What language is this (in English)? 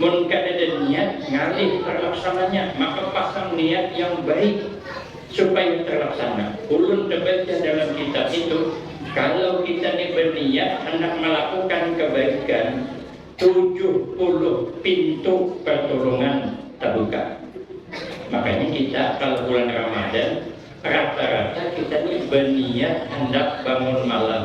Banjar